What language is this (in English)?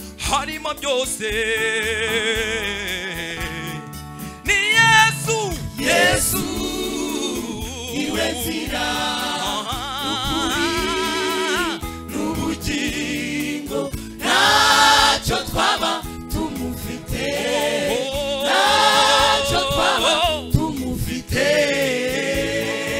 Kinyarwanda